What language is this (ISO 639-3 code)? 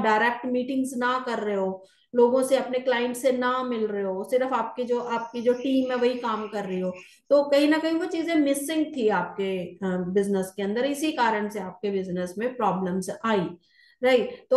hin